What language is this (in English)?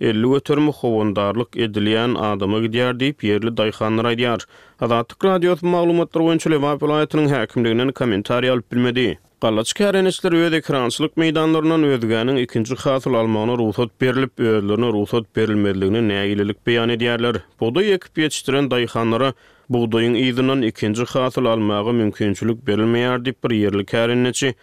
Turkmen